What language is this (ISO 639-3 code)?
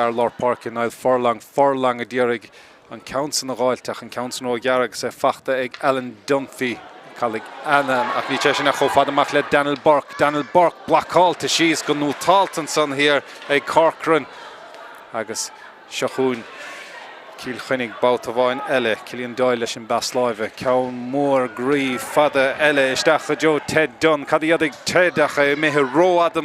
gle